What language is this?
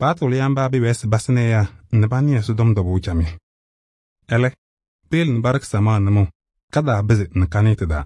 Kabiyè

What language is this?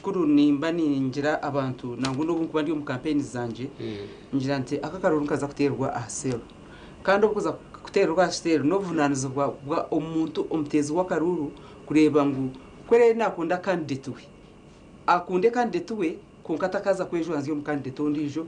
Nyankole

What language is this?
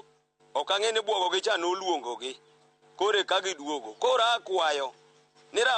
Luo (Kenya and Tanzania)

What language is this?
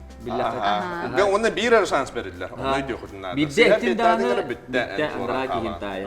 Yakut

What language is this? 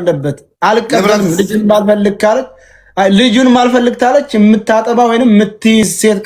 Amharic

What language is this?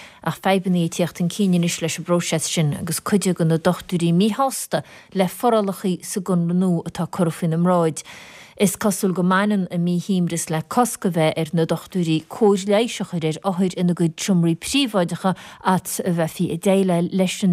Irish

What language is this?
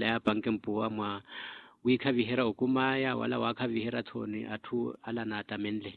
Makhuwa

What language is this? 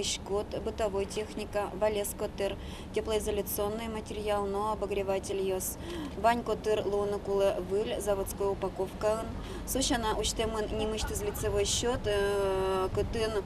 Udmurt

